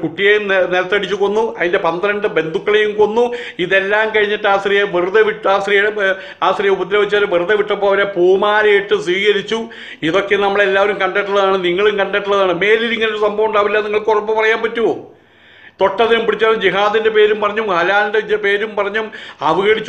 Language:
Malayalam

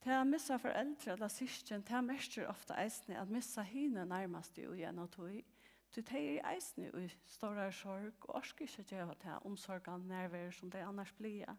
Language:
Faroese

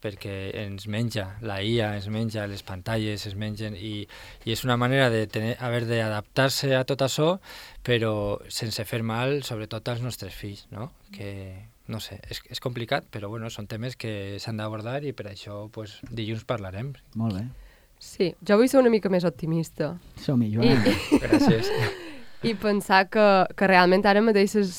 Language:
Catalan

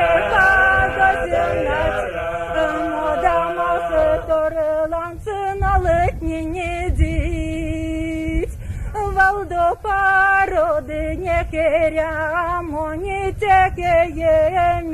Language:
Erzya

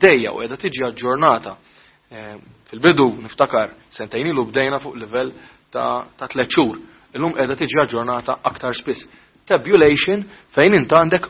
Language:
Maltese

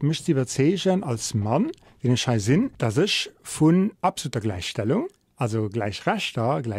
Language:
Luxembourgish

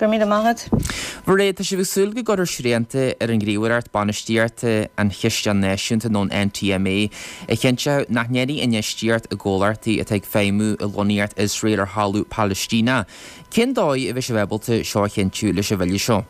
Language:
Irish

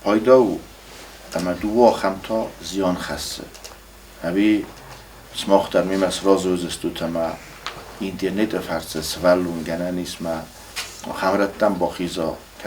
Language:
Ossetic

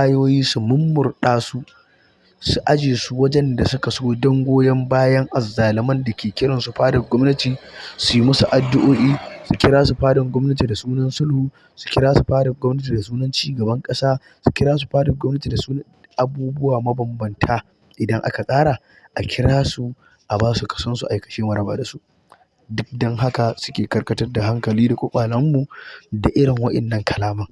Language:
Hausa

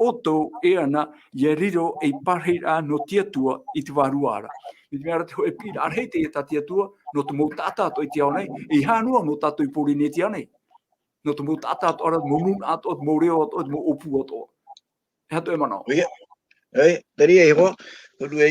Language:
Tahitian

